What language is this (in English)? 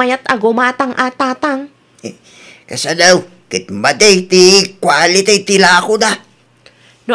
Iloko